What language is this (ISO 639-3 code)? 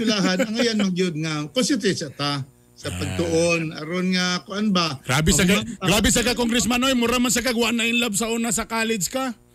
ceb